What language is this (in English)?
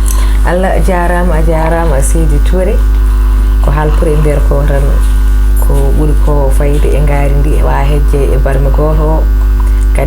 Fula